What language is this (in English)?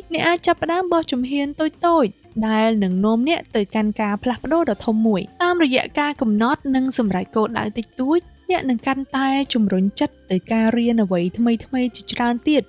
Khmer